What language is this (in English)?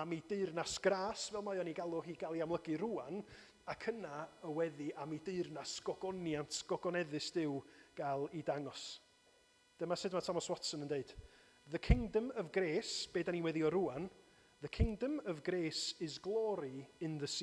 Welsh